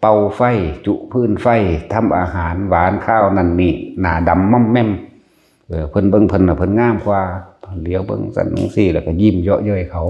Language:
Northeastern Thai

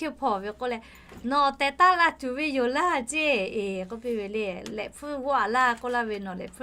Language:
Lahu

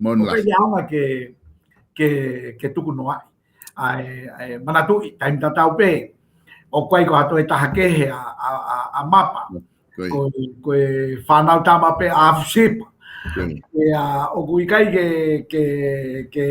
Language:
Tongan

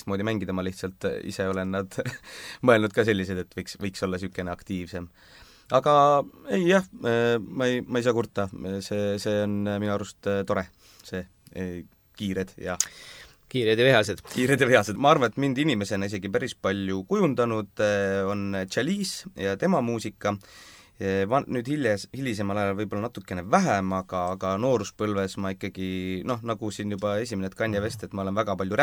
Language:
Estonian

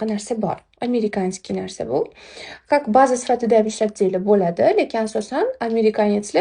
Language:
Uzbek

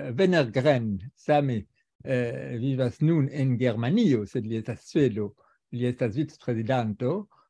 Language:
Esperanto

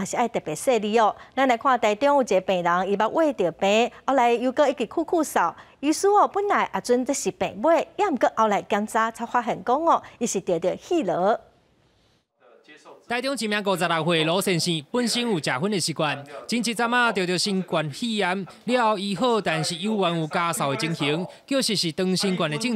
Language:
Min Nan Chinese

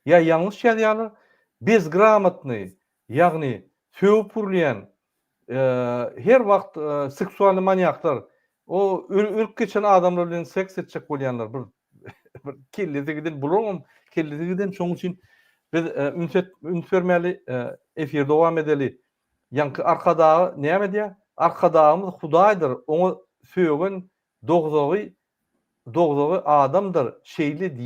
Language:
Turkmen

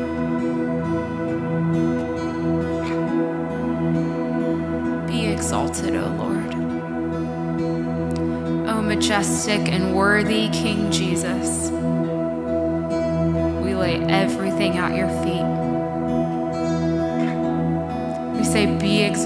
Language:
English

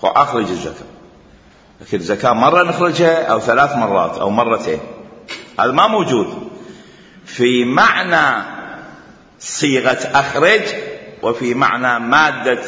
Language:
Mesopotamian Arabic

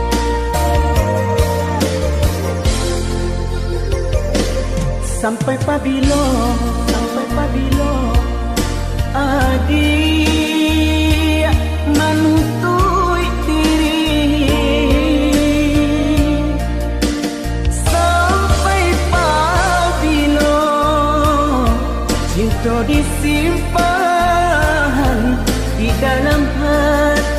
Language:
Minangkabau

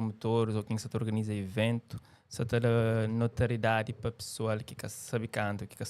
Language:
Kabuverdianu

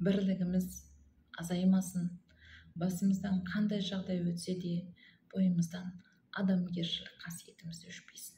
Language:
Kazakh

